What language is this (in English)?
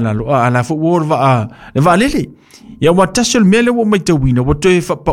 Samoan